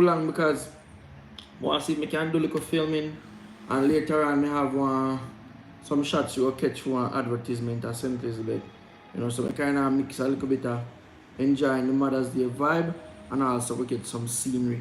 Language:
Jamaican Creole English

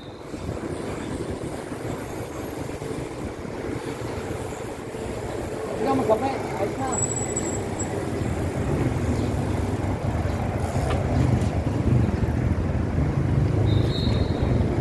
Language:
Filipino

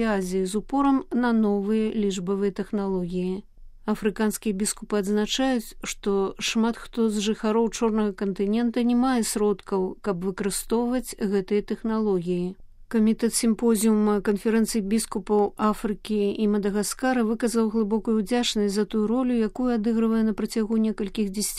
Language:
Belarusian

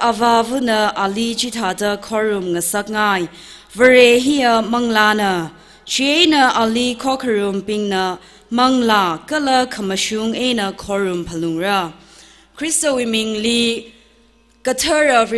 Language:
Tangkhul Naga (India)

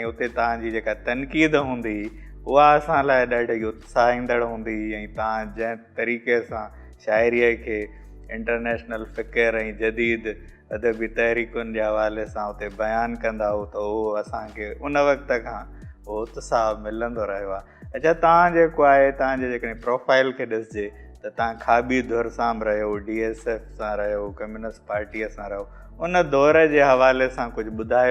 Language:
Sindhi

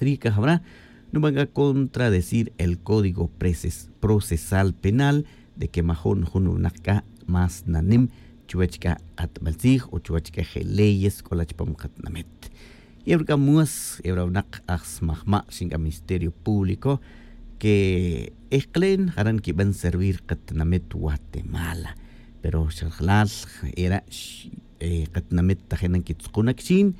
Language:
Tz'utujil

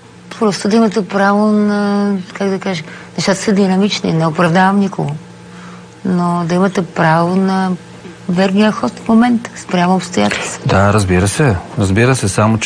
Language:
Bulgarian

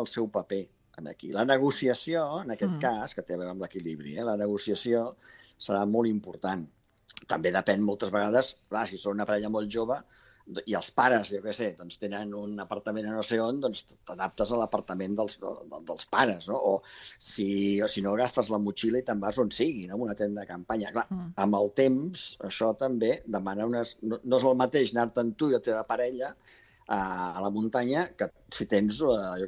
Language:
Catalan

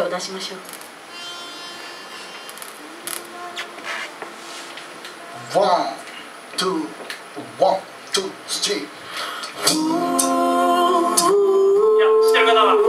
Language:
Japanese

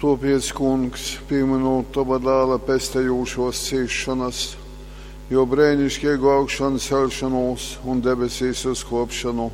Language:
Latgalian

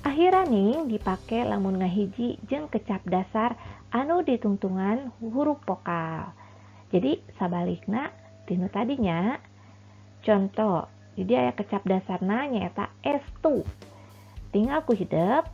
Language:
Sundanese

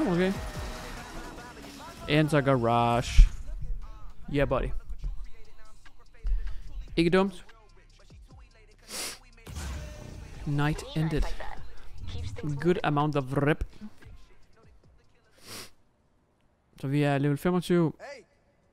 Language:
Danish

